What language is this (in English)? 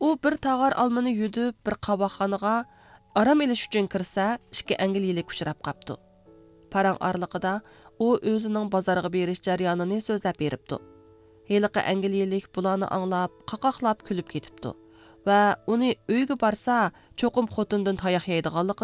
Uyghur